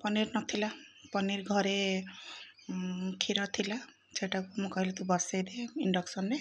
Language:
Odia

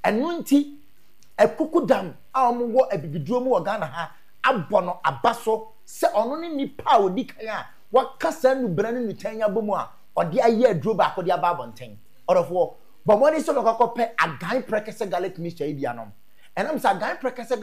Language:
Akan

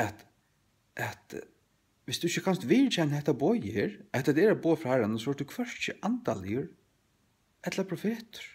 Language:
Faroese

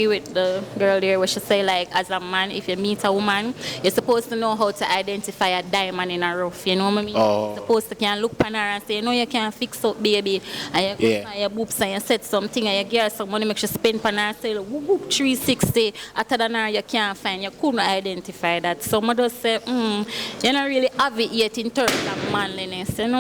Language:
Jamaican Creole English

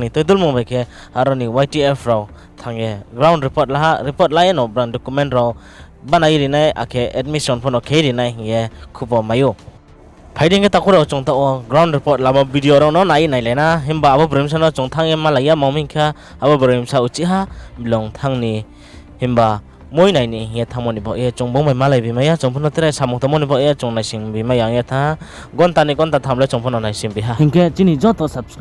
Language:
Riang (India)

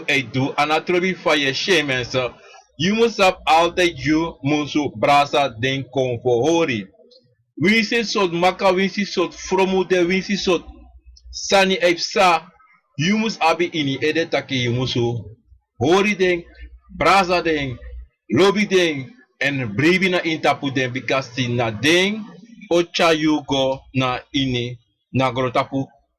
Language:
Sranan Tongo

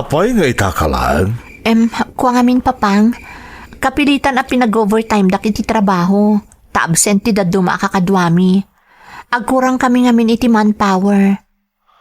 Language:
Iloko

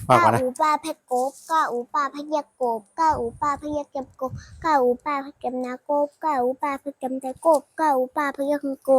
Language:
Shan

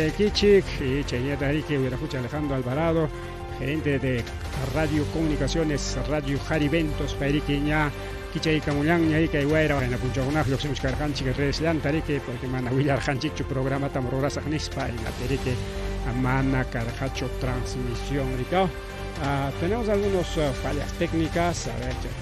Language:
Ayacucho Quechua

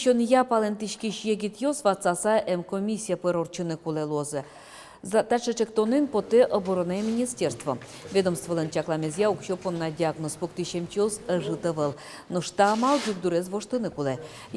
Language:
Udmurt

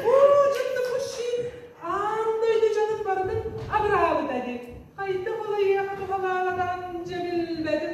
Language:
Yakut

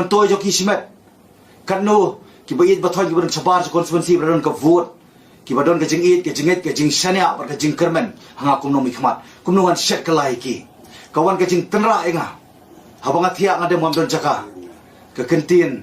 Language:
Khasi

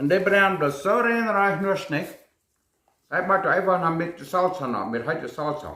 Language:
Plautdietsch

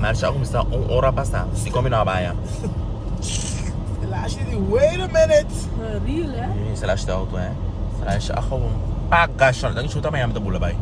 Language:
Papiamento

